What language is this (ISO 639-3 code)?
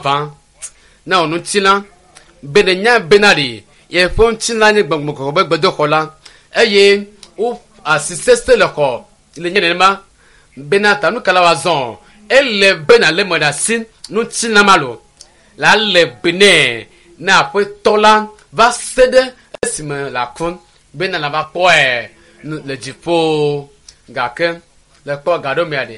ewe